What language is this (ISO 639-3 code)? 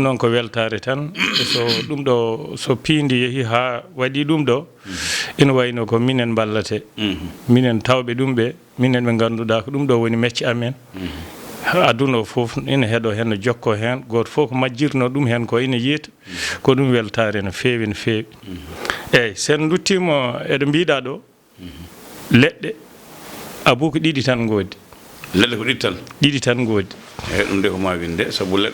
ful